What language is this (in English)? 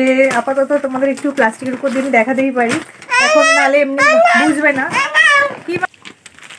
Bangla